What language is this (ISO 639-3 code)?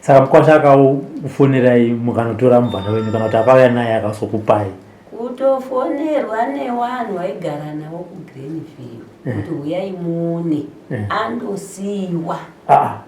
sna